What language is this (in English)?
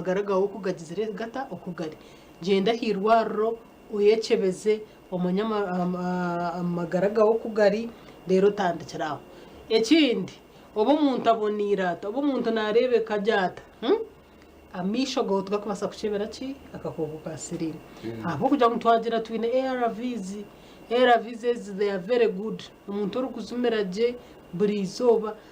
Nyankole